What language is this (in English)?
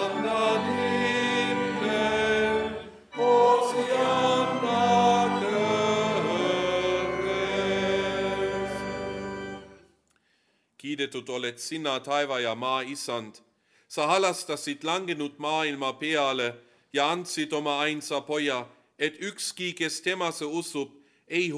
Estonian